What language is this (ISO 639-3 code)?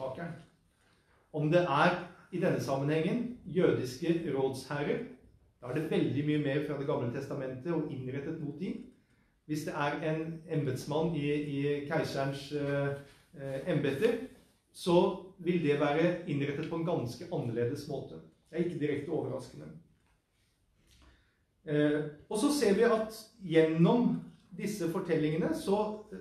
nor